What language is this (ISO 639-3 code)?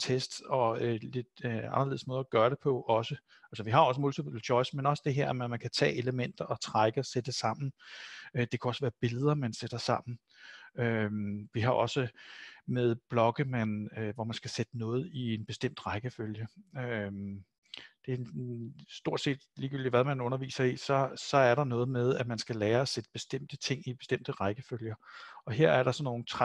dan